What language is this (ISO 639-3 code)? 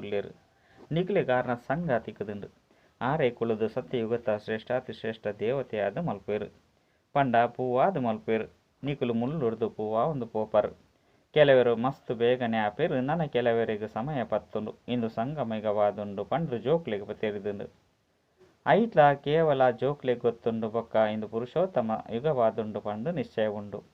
tcy